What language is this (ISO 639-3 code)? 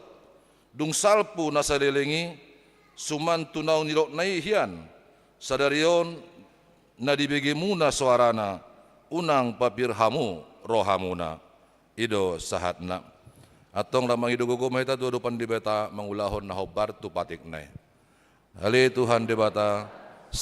bbc